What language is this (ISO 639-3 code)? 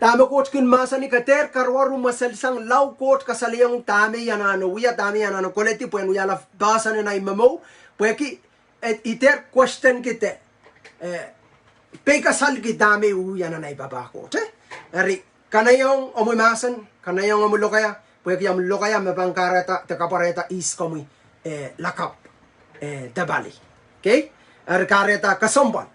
pon